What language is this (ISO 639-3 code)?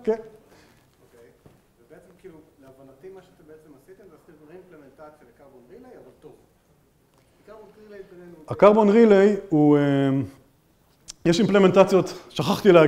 heb